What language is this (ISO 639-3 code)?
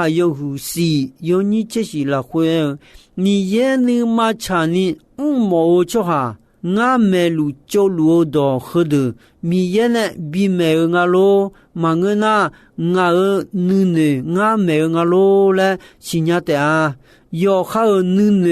ahk